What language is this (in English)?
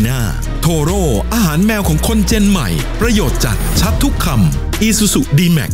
Thai